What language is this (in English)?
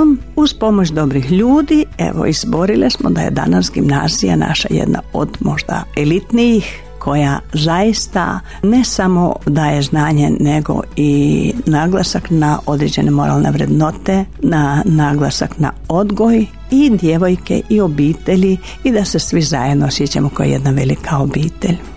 Croatian